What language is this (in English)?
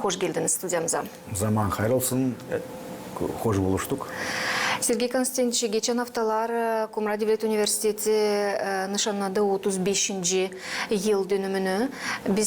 Gagauz